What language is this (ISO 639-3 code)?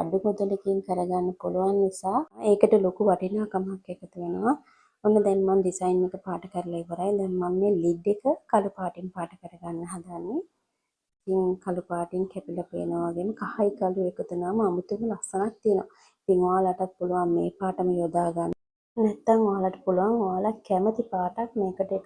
sin